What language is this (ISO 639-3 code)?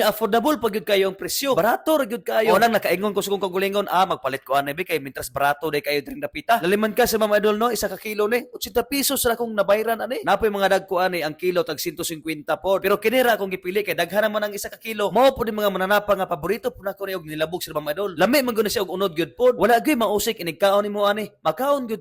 ceb